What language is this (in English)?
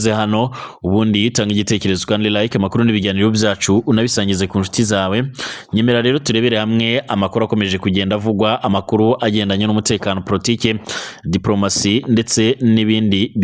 Rundi